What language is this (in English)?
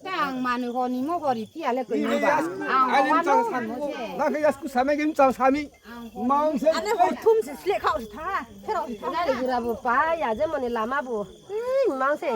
Riang (India)